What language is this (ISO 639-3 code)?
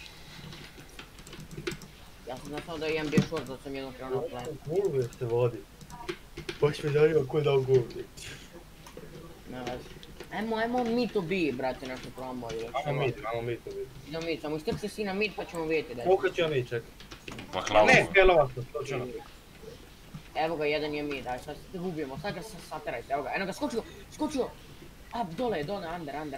hrv